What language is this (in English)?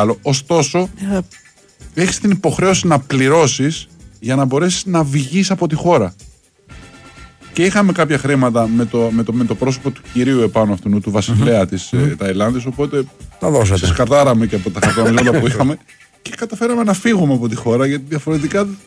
Greek